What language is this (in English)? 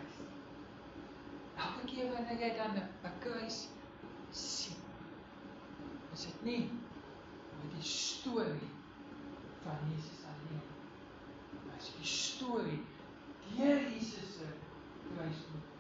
Afrikaans